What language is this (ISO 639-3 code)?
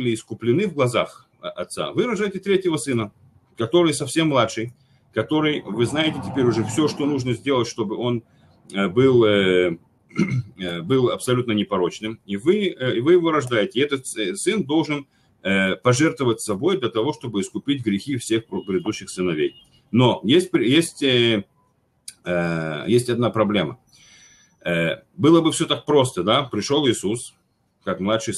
rus